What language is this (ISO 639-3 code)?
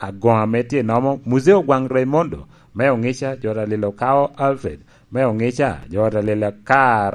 laj